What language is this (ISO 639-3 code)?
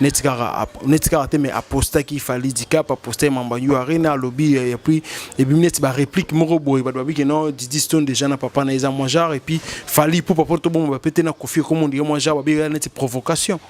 lin